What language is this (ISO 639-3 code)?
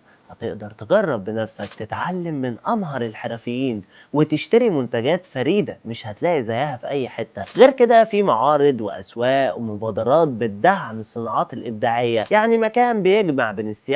arz